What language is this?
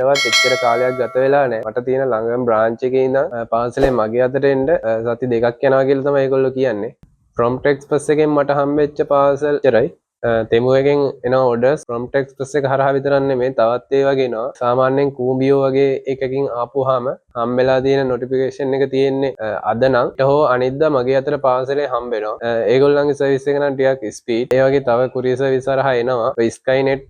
Sinhala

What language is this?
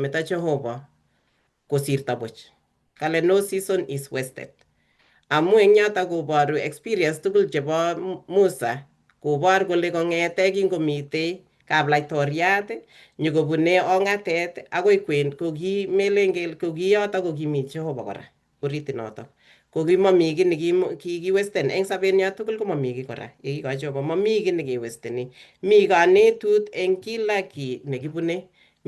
Kalenjin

